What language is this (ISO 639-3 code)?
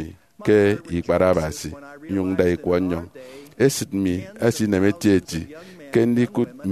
efi